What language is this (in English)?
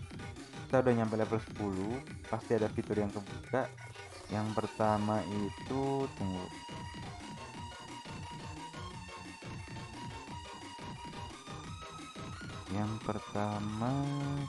Indonesian